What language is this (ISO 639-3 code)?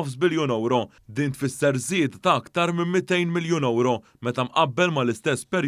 mlt